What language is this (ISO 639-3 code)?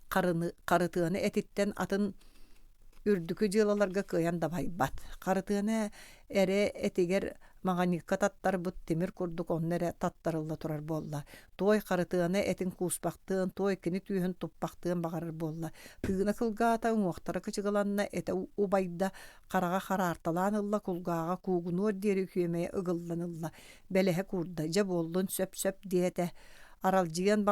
sah